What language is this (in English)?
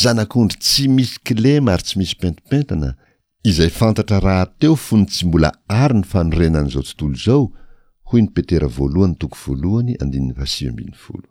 Malagasy